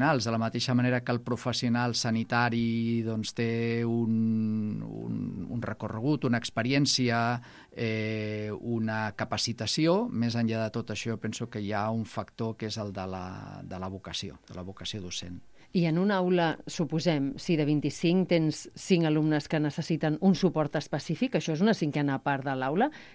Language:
Catalan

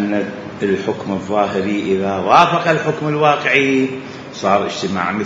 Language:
Mesopotamian Arabic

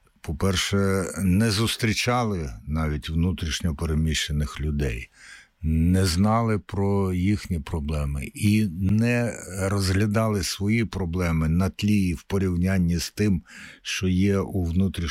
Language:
Ukrainian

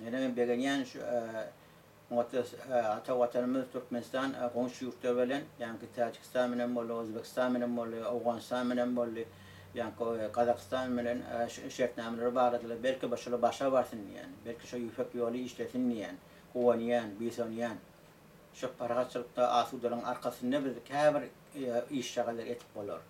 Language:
Turkmen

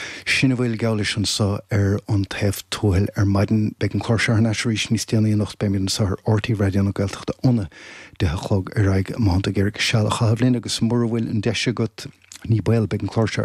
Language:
Irish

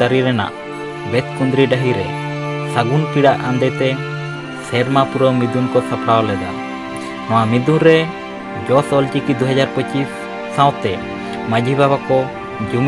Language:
Santali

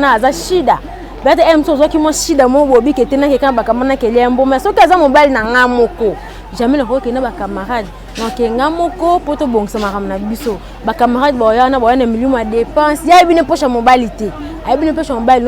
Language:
Lingala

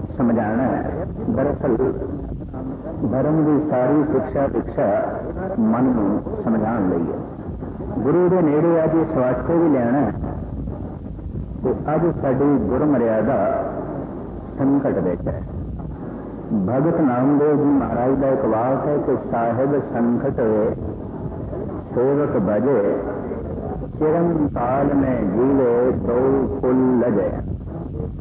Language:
Punjabi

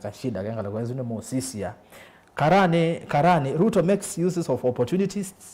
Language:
Kamba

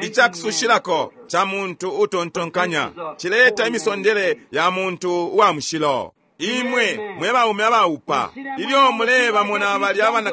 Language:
Bemba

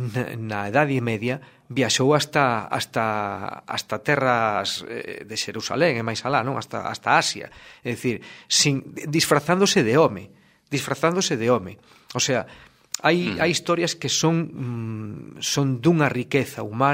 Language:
Galician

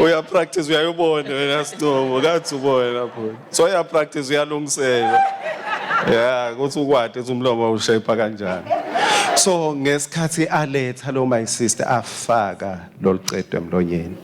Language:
Swati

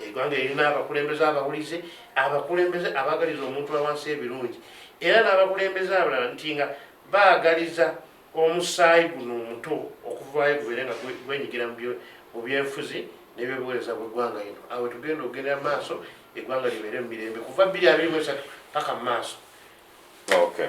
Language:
Ganda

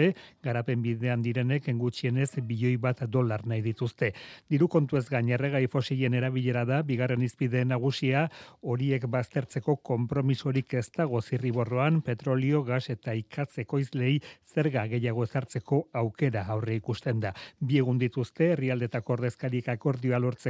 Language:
Basque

